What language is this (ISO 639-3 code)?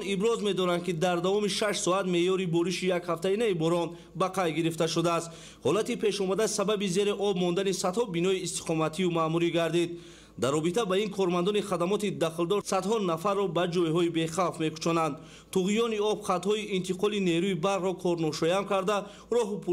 tgk